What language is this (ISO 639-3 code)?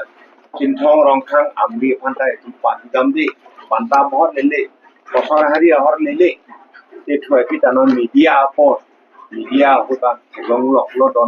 mjw